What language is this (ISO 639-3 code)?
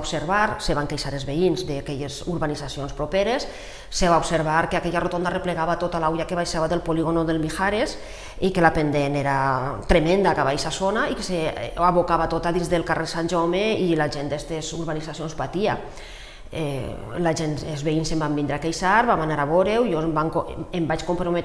cat